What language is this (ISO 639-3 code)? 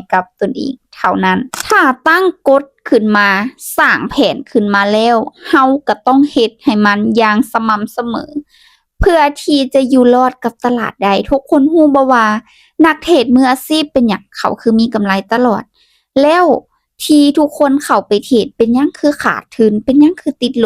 lao